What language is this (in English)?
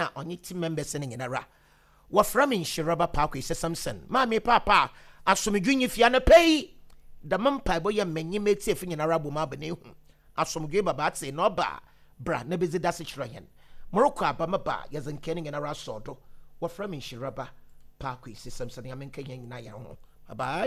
Akan